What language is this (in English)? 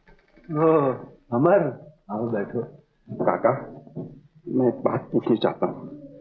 Hindi